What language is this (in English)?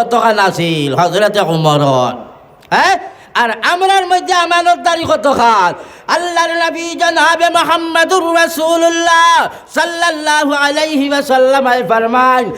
Sylheti